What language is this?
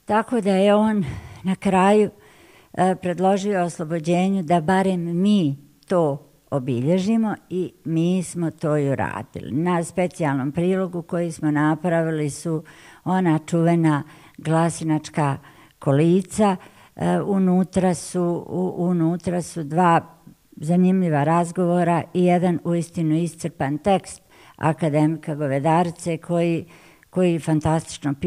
Bosnian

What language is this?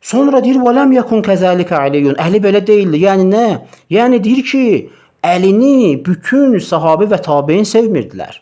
Azerbaijani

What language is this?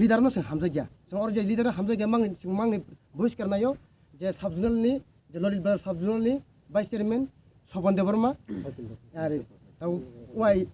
Kok Borok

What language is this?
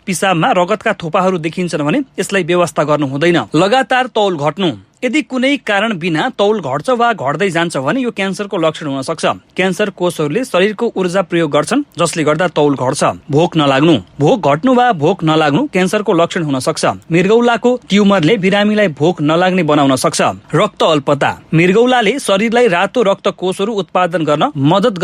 Nepali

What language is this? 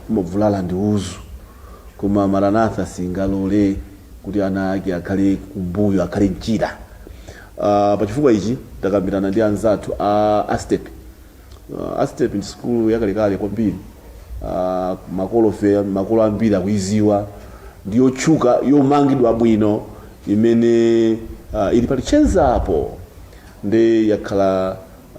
Nyanja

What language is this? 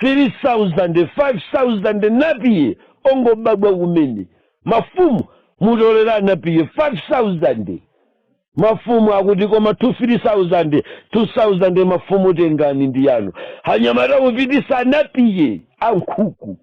Nyanja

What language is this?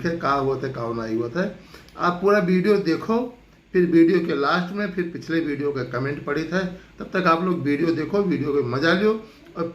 Awadhi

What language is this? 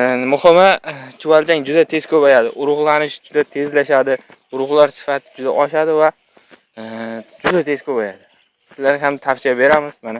Uzbek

